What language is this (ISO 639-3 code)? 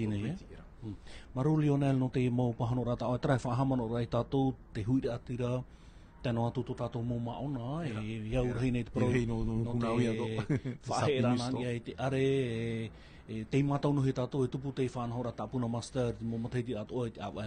tah